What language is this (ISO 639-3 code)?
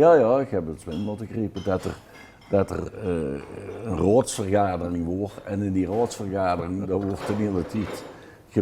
lim